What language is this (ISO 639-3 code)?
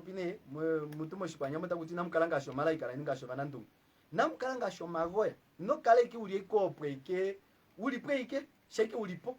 kua